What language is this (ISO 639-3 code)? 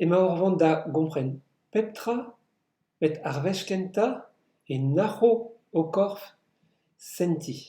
bre